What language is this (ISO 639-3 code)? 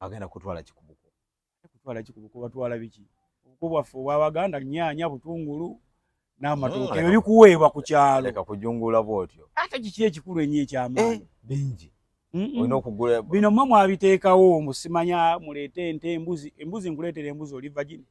lug